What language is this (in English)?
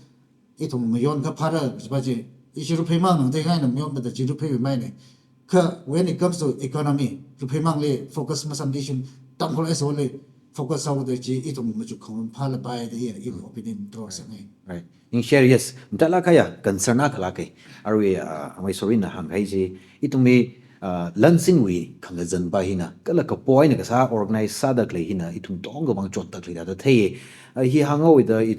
Tangkhul Naga (India)